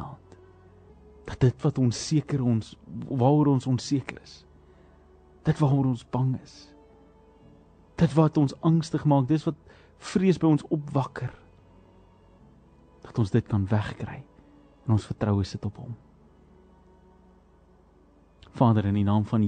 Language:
Afrikaans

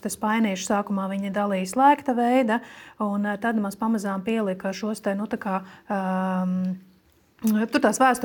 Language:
Latvian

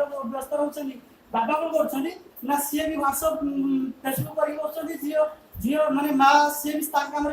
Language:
Odia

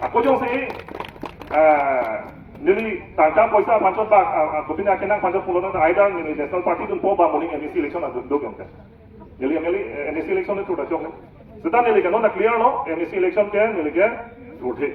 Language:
Karbi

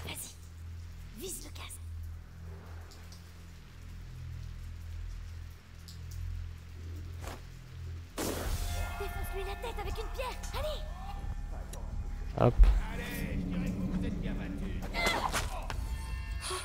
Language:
French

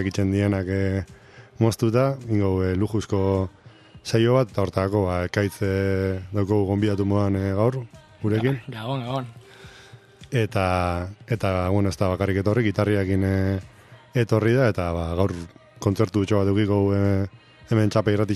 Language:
Basque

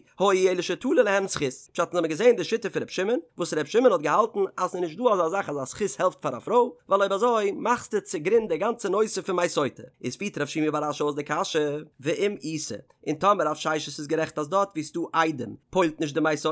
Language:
Yiddish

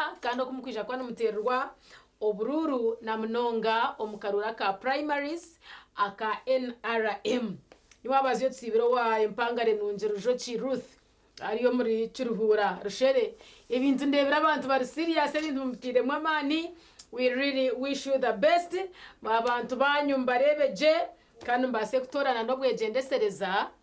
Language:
Nyankole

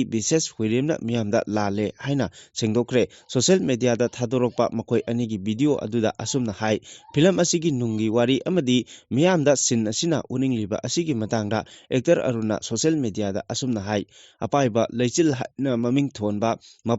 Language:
Manipuri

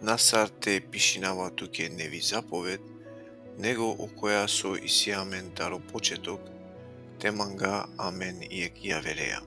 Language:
Balkan Romani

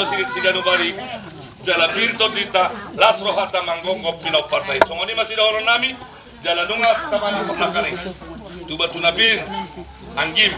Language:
Batak Karo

